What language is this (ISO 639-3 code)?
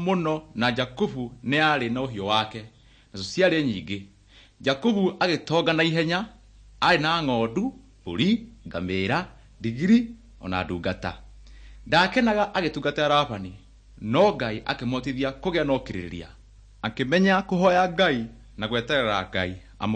kik